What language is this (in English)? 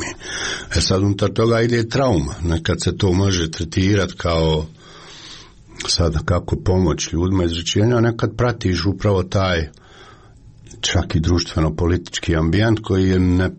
Croatian